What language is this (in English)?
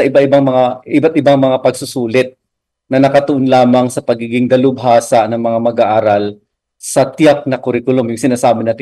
Filipino